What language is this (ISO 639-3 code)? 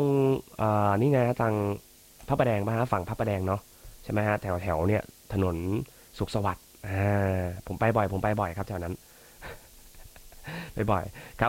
tha